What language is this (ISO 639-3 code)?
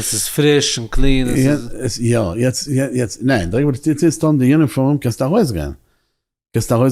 yid